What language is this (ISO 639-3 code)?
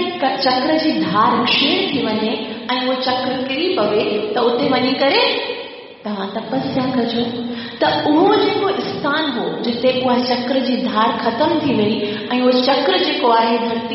snd